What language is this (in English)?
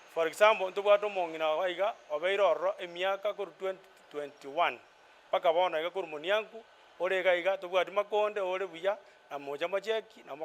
Gusii